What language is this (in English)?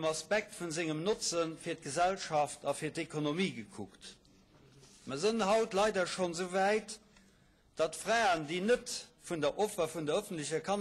Luxembourgish